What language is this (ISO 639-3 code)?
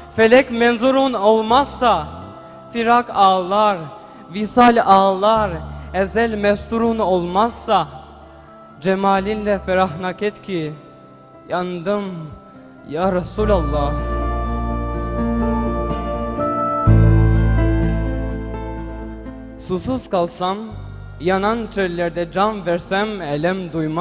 tur